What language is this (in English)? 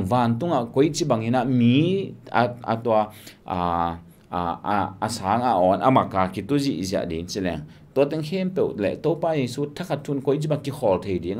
Tedim Chin